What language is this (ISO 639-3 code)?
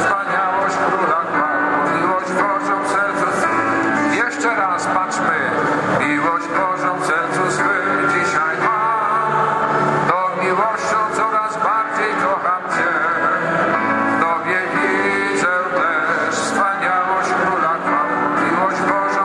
pol